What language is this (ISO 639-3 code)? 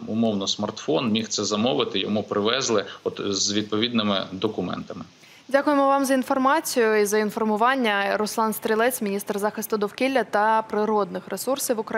ukr